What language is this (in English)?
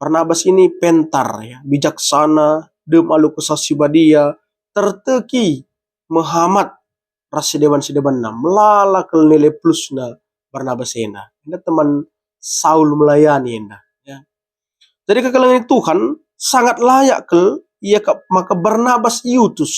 Batak Karo